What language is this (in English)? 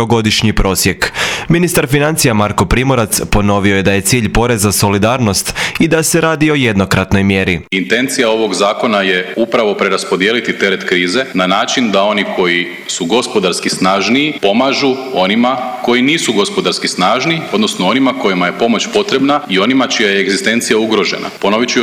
Croatian